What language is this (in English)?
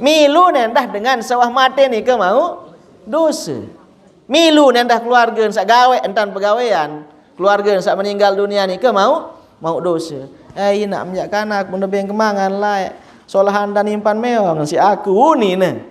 Sasak